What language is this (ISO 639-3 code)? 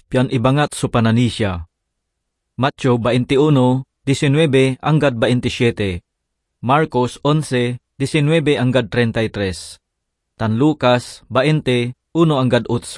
pag